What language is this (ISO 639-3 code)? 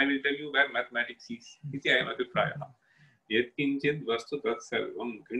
san